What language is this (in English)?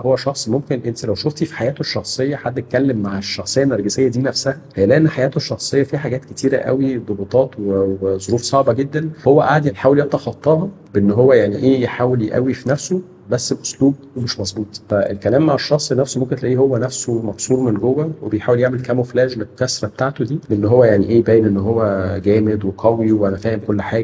Egyptian Arabic